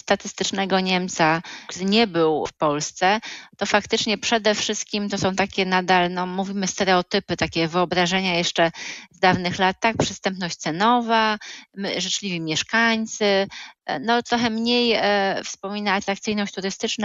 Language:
Polish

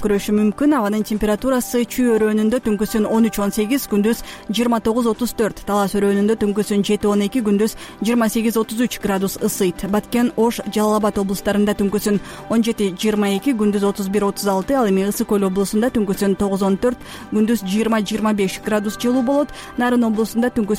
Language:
Kyrgyz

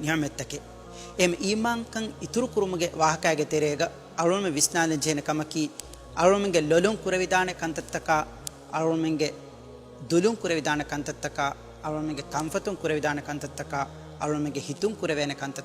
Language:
Divehi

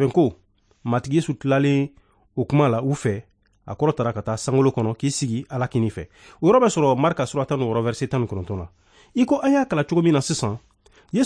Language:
Bambara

